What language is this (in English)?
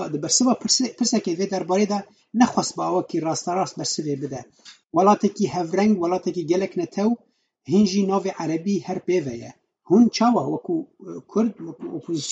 Kurdish